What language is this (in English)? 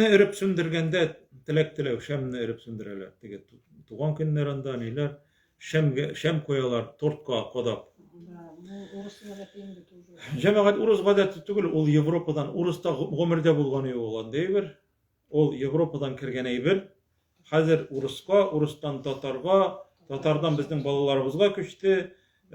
Tatar